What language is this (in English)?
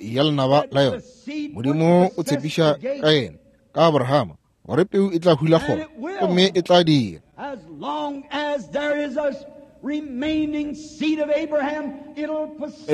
Northern Sotho